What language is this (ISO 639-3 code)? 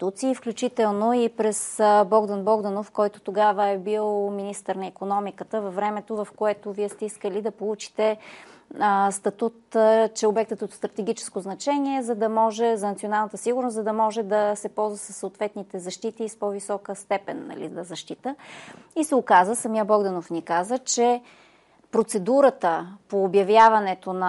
bul